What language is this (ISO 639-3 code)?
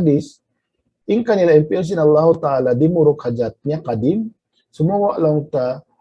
tsg